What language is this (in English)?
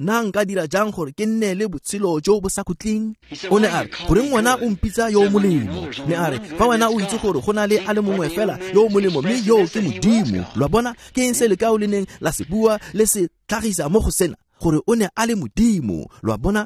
Tswana